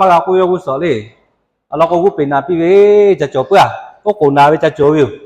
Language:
Lahu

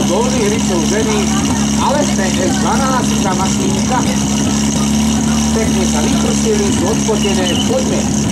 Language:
Slovak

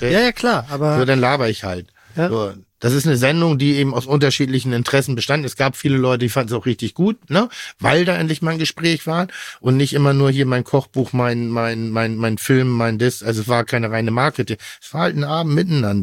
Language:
German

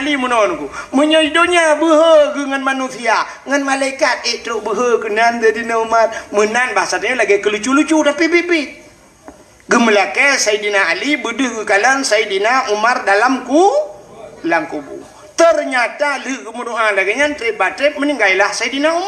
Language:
Achinese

